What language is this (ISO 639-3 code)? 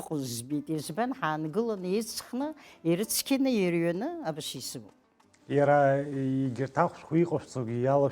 abk